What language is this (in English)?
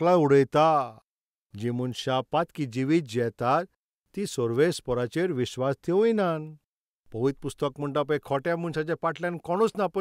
Konkani